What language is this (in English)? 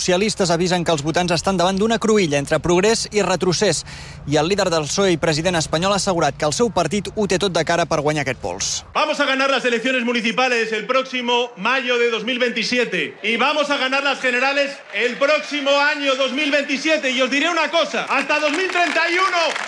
Catalan